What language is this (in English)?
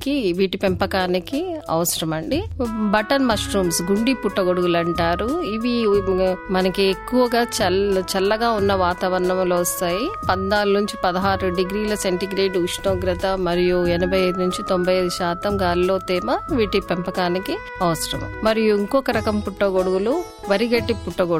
Telugu